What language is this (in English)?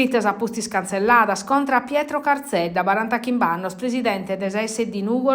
Sardinian